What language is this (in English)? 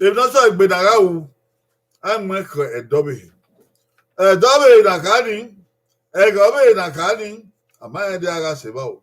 Bini